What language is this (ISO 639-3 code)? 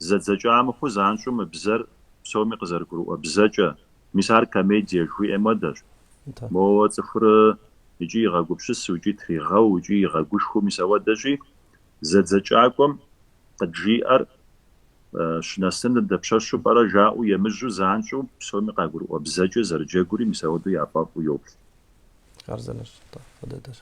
kbd